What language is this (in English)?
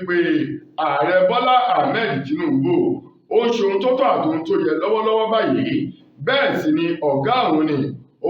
Yoruba